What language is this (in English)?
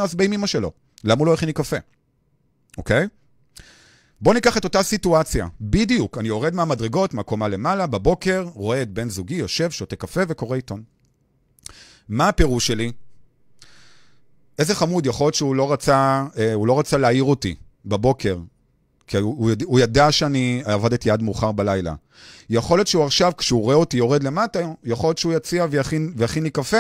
Hebrew